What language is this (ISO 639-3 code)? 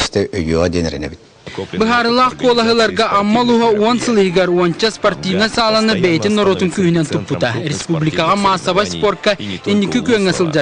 sah